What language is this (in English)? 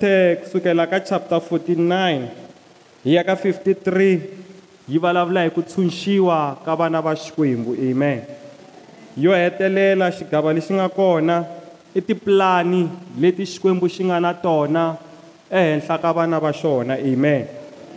Tsonga